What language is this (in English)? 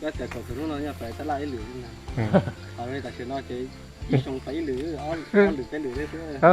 Hmong